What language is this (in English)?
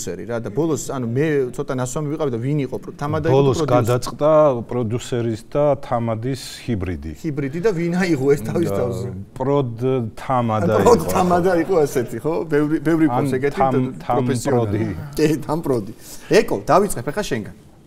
Georgian